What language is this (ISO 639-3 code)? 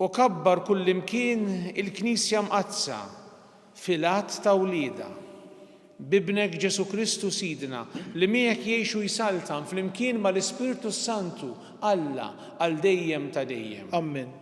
mlt